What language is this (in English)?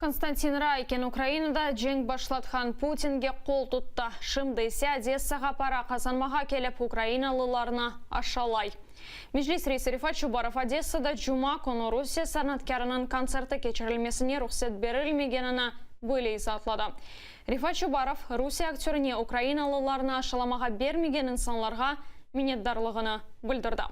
Crimean Tatar